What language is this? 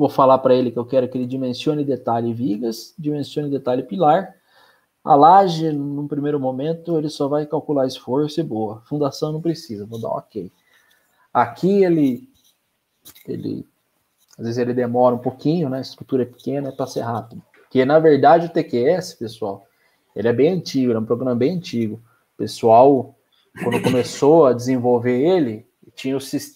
Portuguese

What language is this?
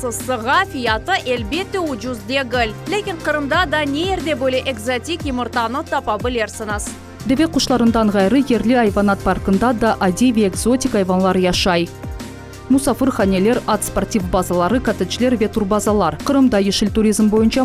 Crimean Tatar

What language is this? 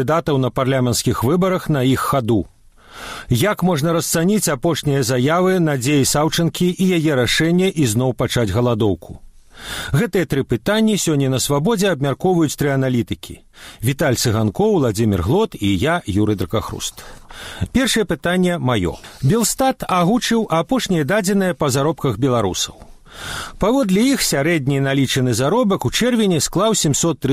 Belarusian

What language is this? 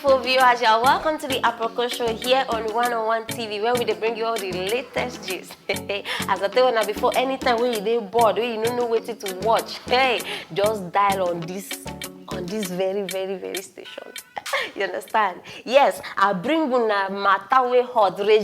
Nigerian Pidgin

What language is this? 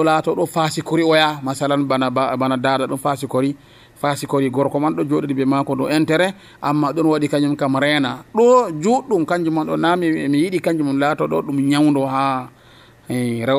Nigerian Fulfulde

